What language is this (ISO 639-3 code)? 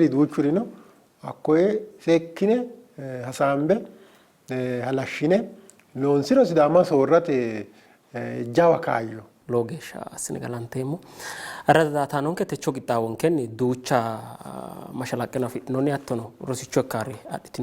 sid